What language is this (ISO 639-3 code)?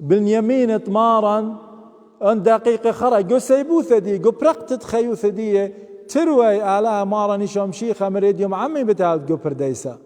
aii